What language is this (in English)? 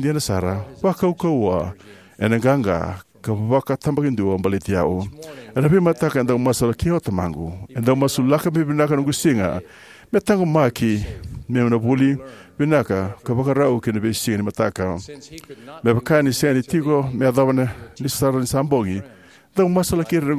Fijian